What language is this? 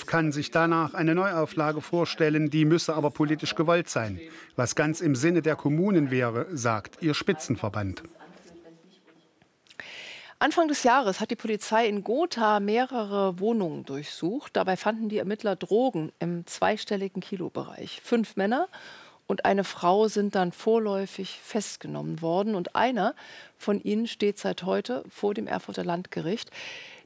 German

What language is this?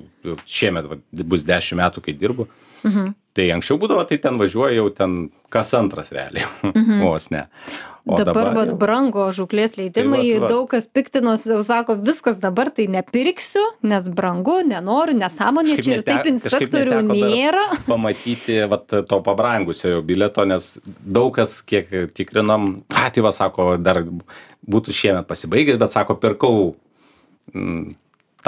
Lithuanian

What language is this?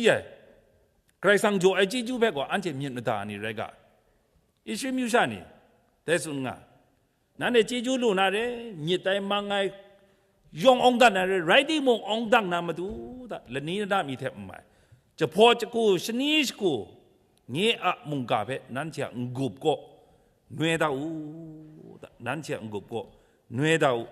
Kachin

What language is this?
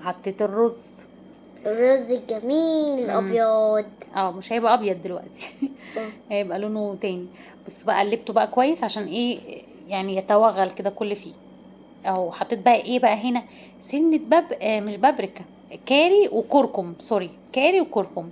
Egyptian Arabic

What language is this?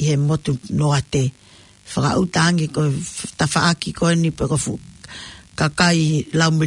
Tongan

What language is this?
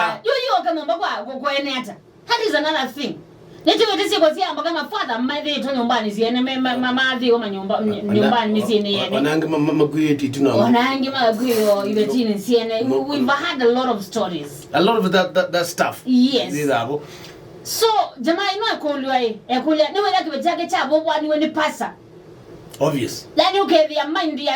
Kamba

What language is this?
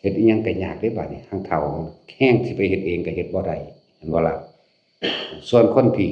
Northeastern Thai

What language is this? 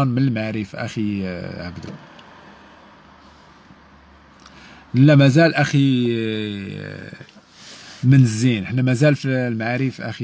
Moroccan Arabic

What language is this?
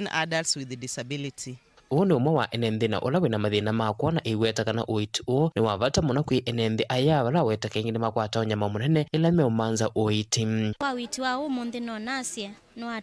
Kamba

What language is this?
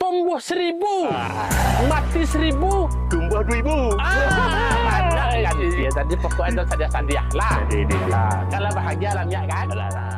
Minangkabau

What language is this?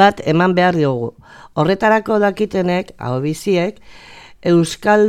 Basque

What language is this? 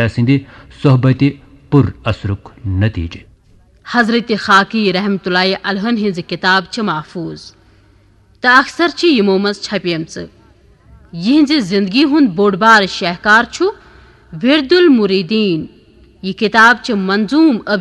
Kashmiri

